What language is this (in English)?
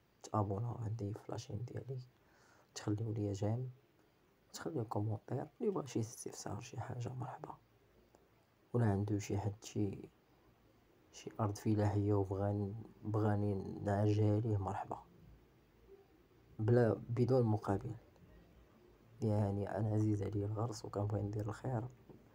Moroccan Arabic